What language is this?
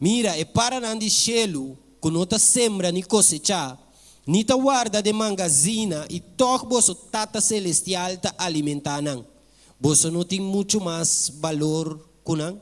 Papiamento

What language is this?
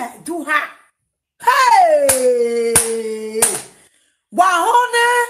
Nigerian Pidgin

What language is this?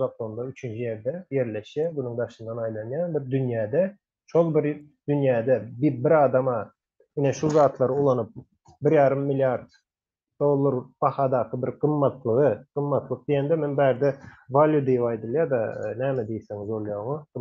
Turkmen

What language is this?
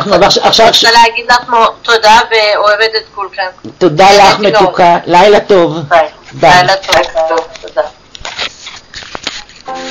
Hebrew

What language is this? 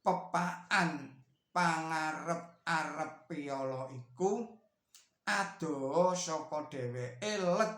Javanese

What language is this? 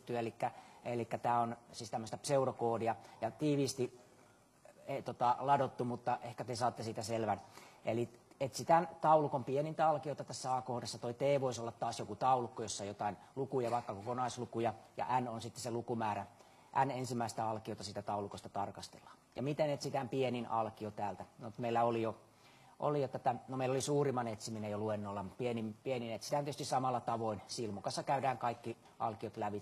Finnish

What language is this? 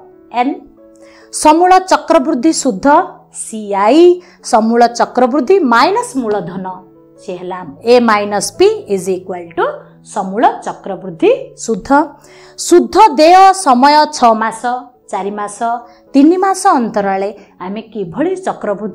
Odia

